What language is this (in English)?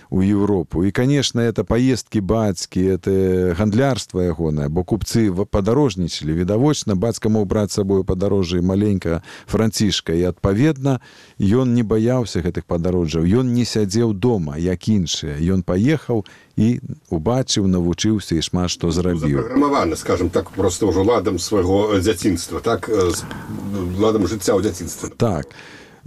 Belarusian